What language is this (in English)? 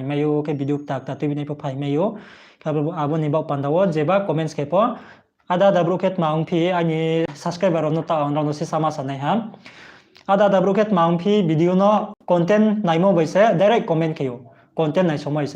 Riang (India)